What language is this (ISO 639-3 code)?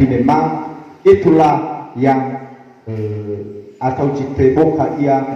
nia